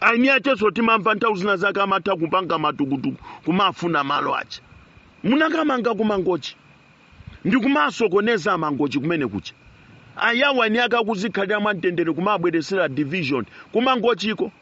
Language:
Nyanja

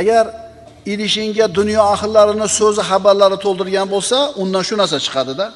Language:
Uzbek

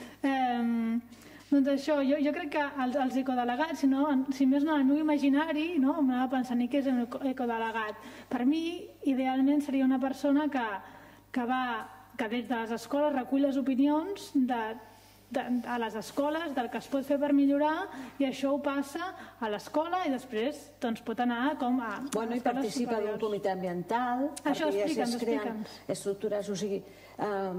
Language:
Catalan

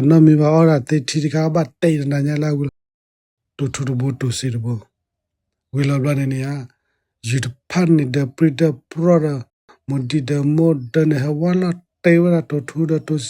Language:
S'gaw Karen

